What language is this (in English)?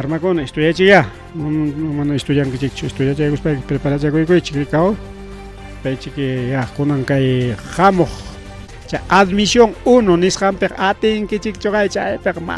Ayacucho Quechua